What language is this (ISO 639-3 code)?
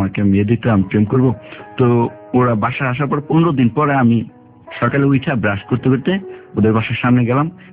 ben